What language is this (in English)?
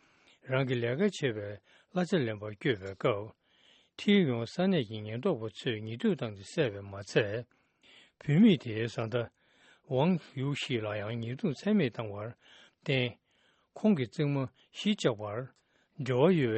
Tibetan